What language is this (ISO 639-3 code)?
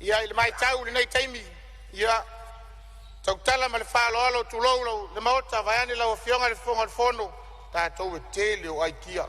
smo